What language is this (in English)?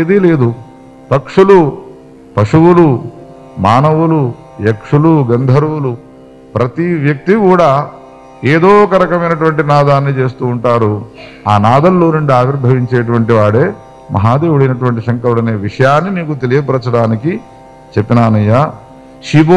Telugu